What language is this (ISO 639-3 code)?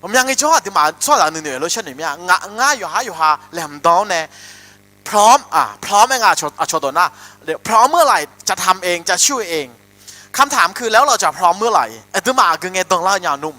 ahk